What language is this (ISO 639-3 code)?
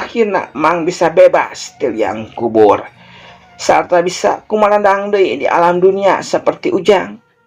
sun